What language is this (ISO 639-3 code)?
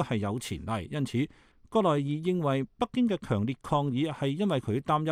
yue